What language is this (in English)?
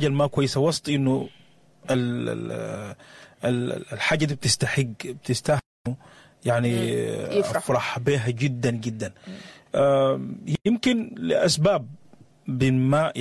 Sudanese Arabic